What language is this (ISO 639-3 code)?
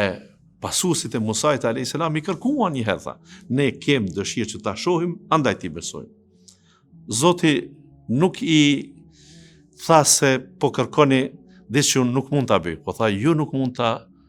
sqi